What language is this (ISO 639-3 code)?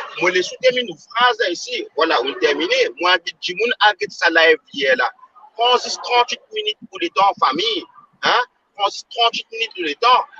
mfe